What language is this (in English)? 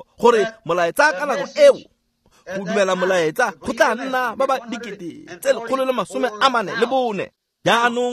Tswana